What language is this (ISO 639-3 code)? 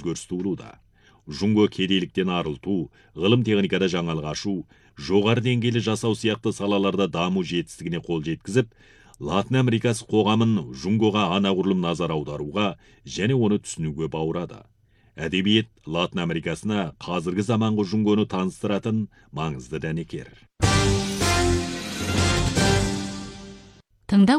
kaz